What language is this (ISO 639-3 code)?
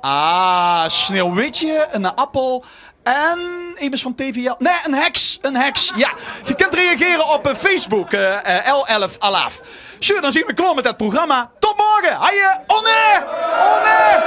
lim